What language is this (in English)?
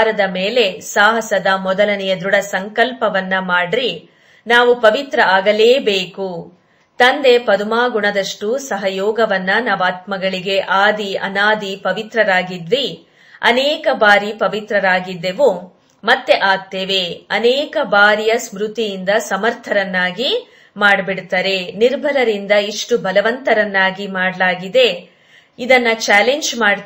Kannada